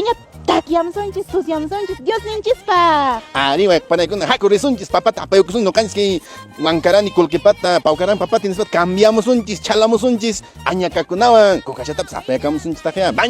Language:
Quechua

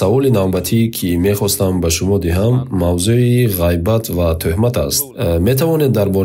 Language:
Tajik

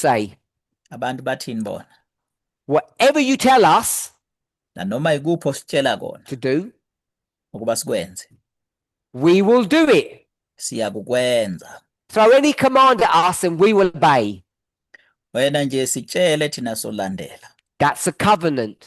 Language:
Zulu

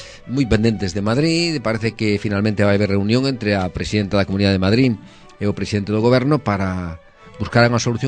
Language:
Galician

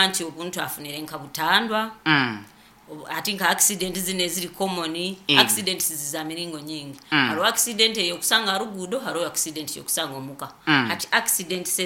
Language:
Nyoro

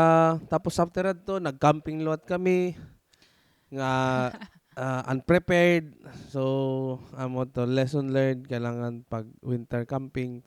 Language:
Waray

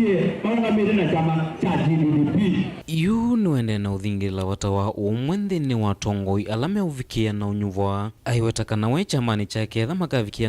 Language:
Kamba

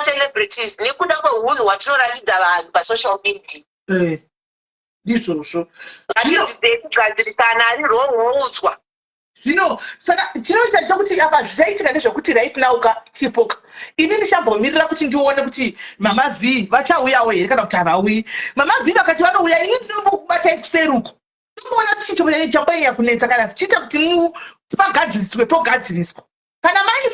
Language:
Shona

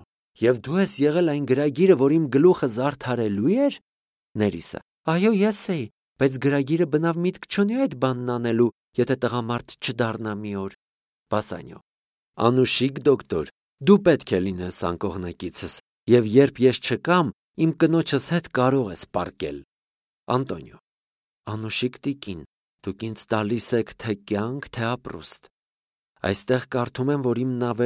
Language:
Armenian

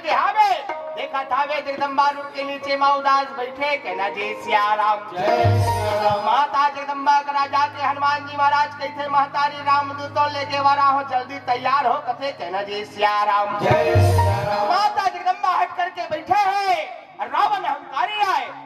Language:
Chhattisgarhi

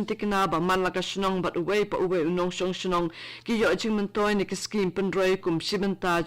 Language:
Khasi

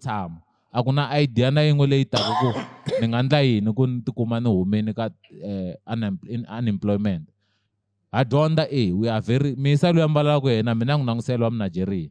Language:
Tsonga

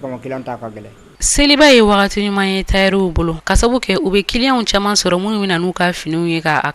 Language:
Bambara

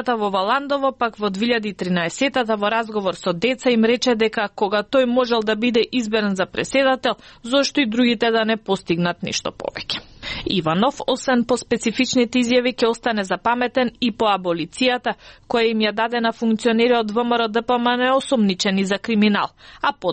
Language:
Macedonian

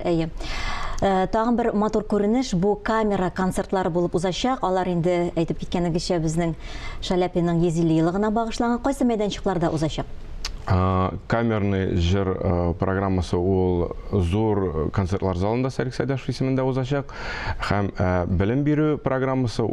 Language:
Tatar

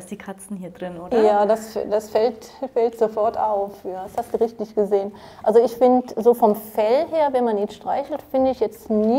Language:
German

